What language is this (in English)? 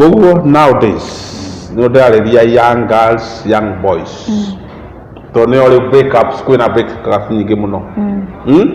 Kikuyu